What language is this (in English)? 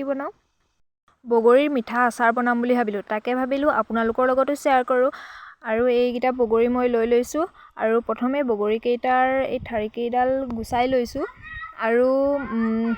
Assamese